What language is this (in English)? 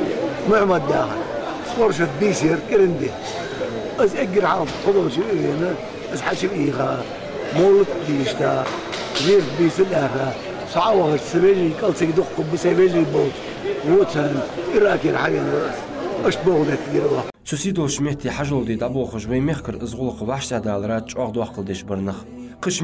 Ingush